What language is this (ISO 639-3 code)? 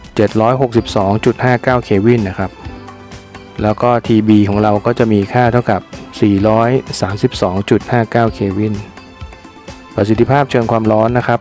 tha